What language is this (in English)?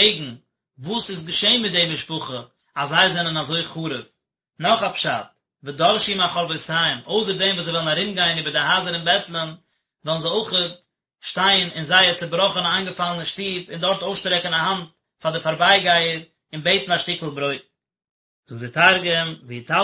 Yiddish